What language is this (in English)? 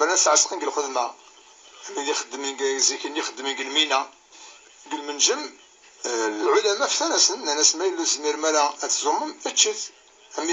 Kabyle